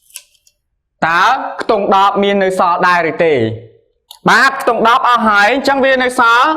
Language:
Khmer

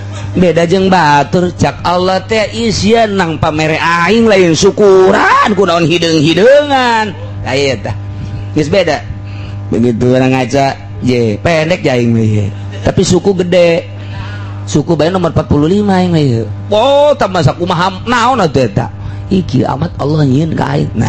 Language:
Sundanese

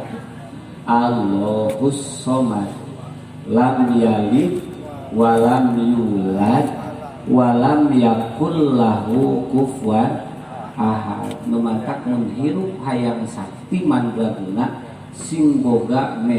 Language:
Sundanese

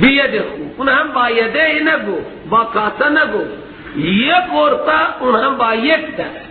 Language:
Persian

